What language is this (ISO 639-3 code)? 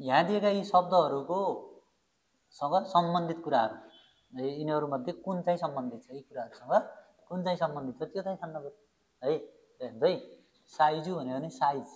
nep